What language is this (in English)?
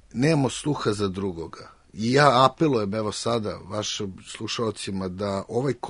Serbian